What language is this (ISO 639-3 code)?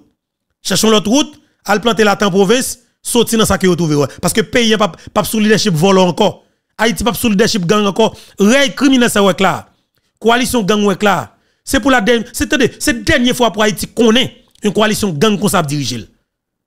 hat